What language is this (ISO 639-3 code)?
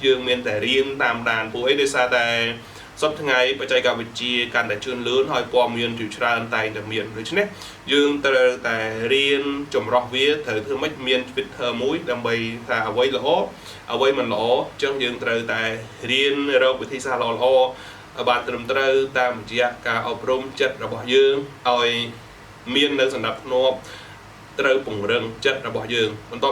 khm